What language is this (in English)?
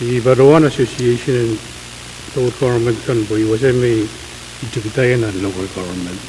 Pohnpeian